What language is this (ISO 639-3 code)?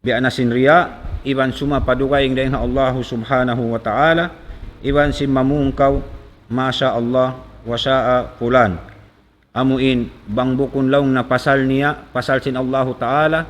tsg